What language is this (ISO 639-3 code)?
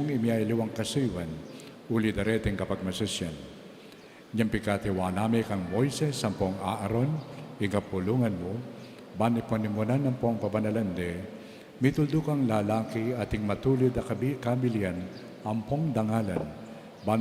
pam